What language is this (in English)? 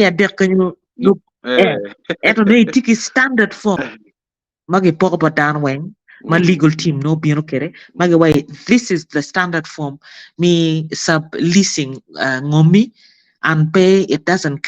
Acoli